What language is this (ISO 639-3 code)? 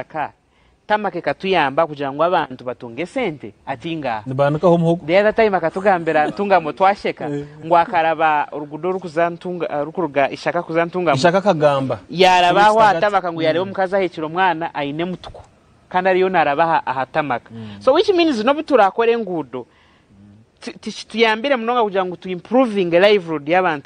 nyn